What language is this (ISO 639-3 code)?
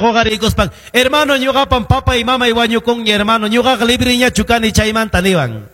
que